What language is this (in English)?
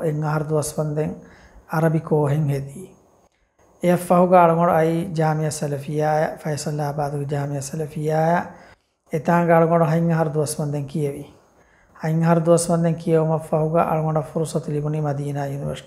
Divehi